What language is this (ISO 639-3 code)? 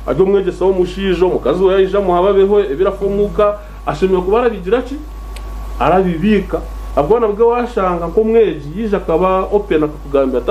nyn